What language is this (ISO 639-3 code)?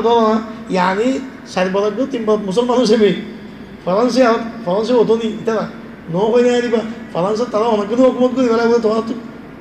rhg